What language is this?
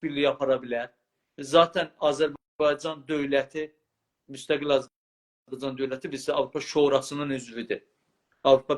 South Azerbaijani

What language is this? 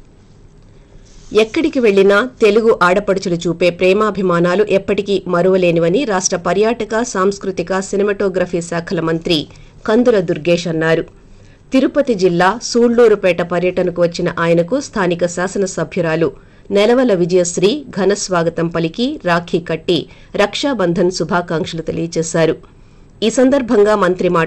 Telugu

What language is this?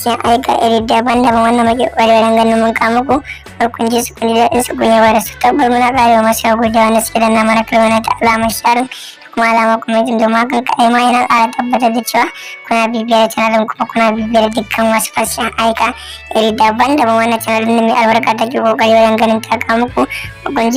Hausa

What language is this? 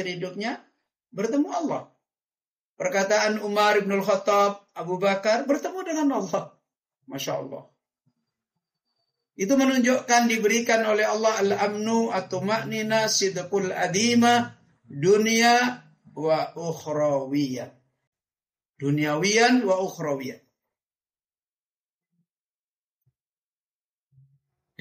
Indonesian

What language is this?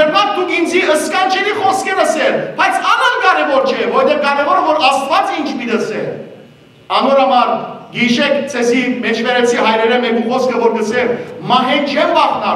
Western Armenian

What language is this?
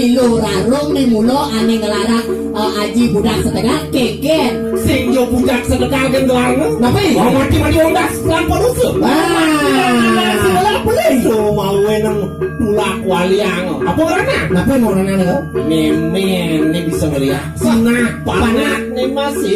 Balinese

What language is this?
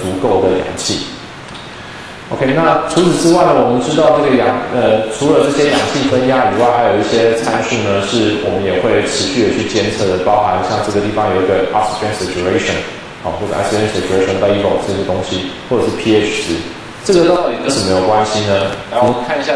Chinese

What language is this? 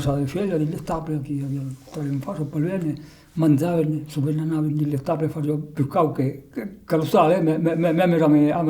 Occitan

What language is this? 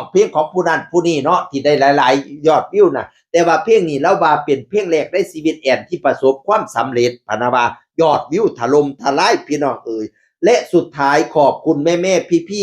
Northeastern Thai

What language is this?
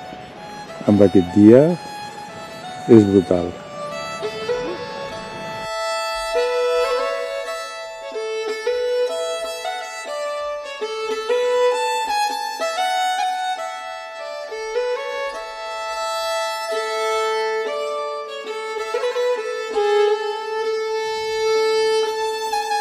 Catalan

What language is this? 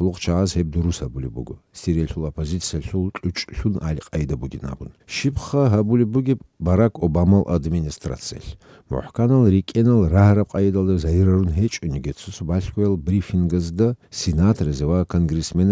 Avaric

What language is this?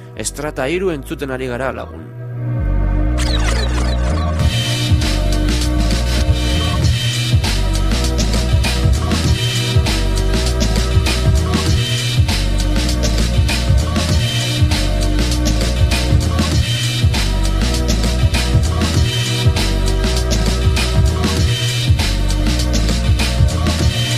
Basque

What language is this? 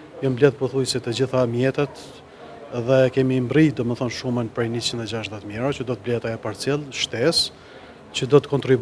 Albanian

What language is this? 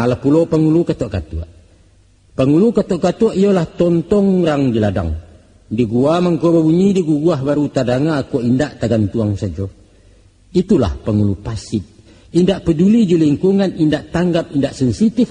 Minangkabau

